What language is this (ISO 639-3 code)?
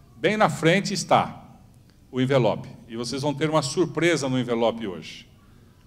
por